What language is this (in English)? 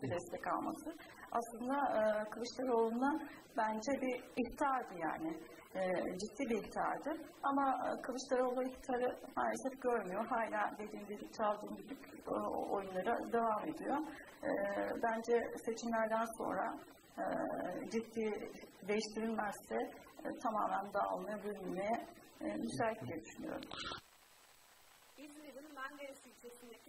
Turkish